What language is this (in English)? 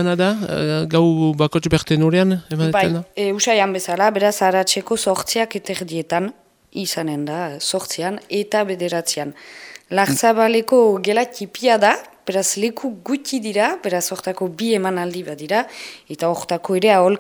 Basque